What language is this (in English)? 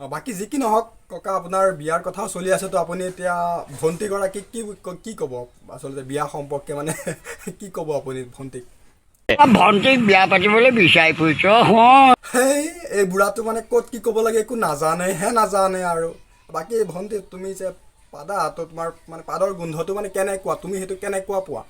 Assamese